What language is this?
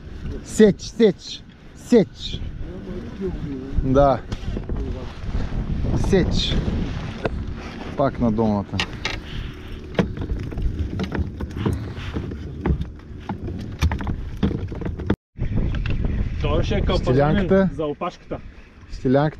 Bulgarian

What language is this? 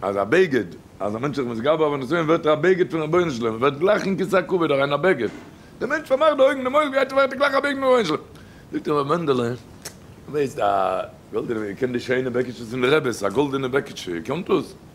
Yiddish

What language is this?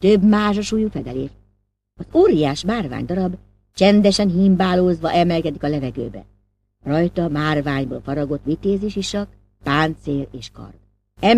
Hungarian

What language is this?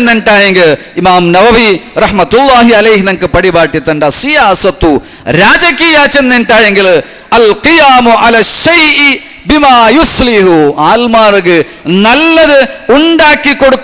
Malayalam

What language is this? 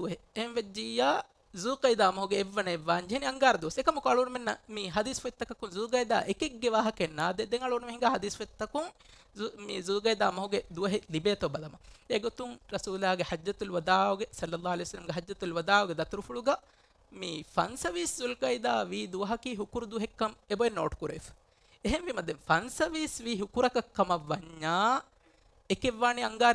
Divehi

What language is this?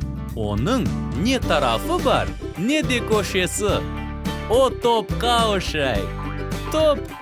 Crimean Tatar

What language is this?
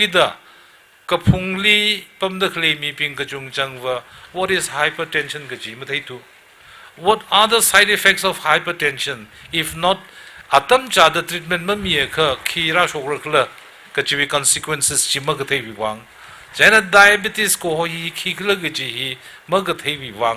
Tangkhul Naga (India)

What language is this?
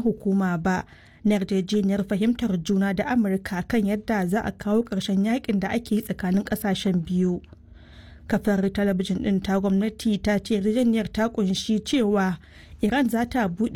Hausa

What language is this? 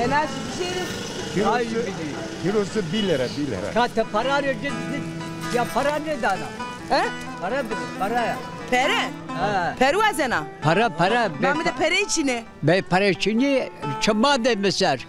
Zaza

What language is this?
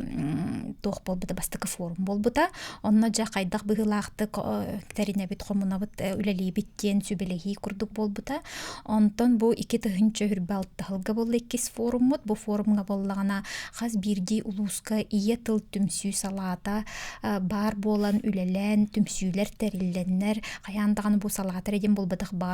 Yakut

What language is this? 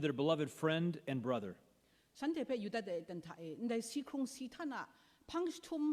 Kachin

